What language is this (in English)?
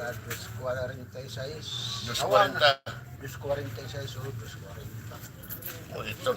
Waray